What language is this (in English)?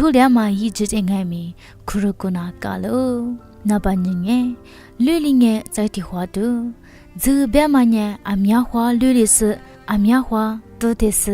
Lisu